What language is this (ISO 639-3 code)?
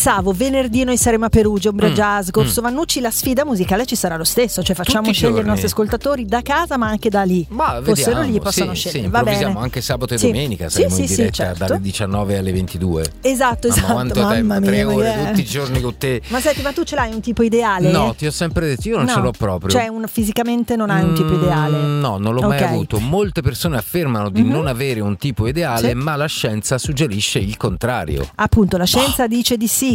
ita